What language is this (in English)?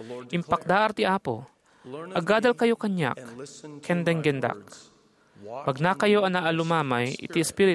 Iloko